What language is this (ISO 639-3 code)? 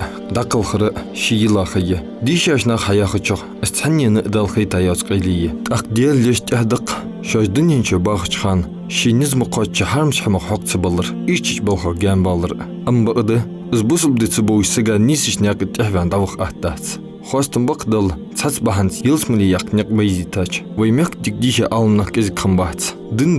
inh